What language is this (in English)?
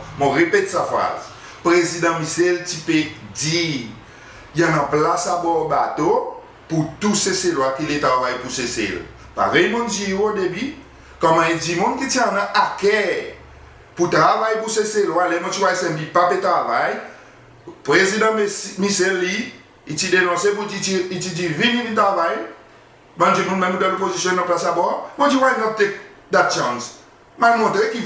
Seselwa Creole French